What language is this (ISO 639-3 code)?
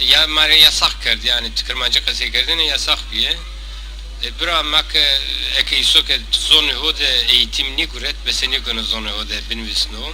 zza